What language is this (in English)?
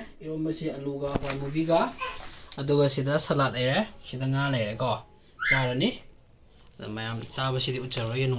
Manipuri